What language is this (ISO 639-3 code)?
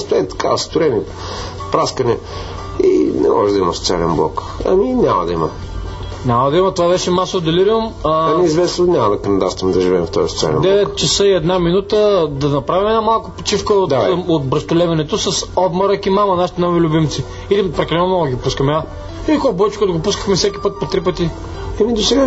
bul